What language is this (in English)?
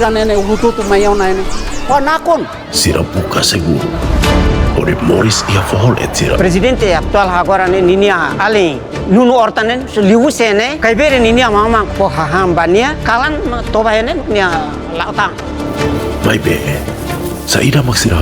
Tetum